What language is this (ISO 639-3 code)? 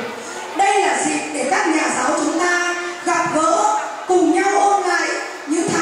vie